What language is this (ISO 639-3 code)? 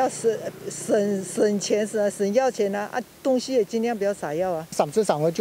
hak